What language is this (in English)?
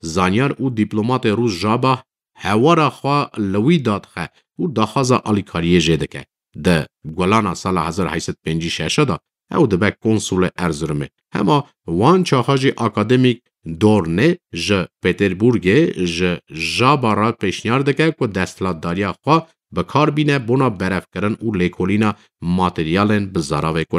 Kurdish